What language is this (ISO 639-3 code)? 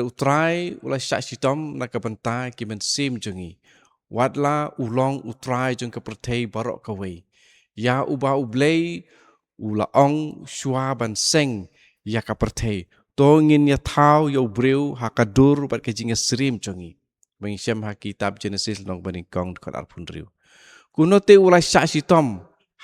kha